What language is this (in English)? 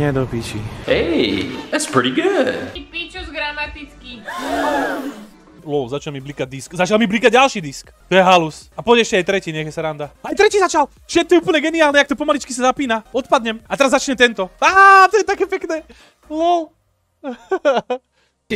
Slovak